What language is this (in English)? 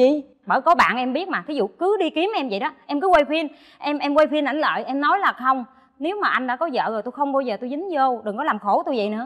Vietnamese